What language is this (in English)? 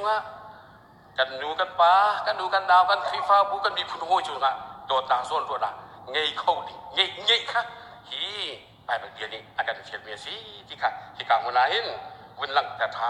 Hakha Chin